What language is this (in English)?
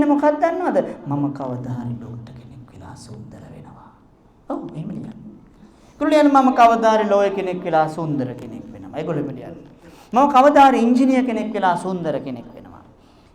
Sinhala